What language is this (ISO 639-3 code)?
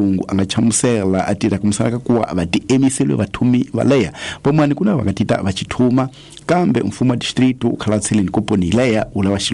tso